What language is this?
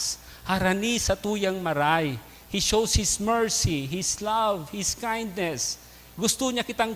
Bikol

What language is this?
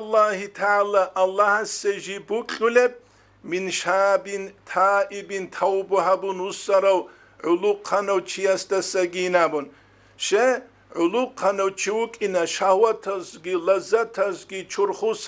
Avaric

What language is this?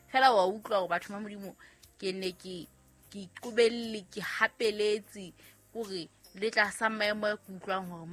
Southern Sotho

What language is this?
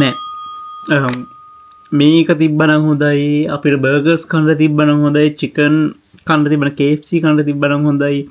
Sinhala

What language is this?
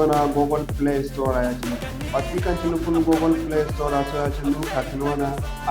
Zarma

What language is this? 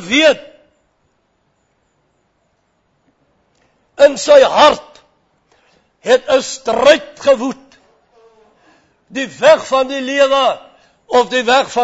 Afrikaans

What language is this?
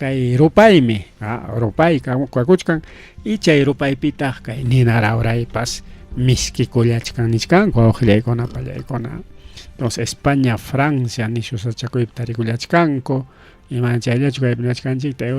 Ayacucho Quechua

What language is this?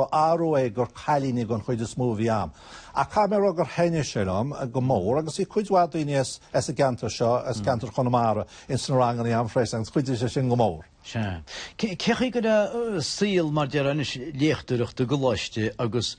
Irish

